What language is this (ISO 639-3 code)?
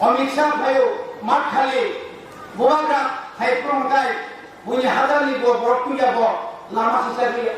trp